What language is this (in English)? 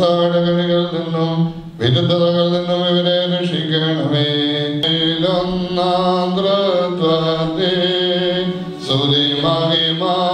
Malayalam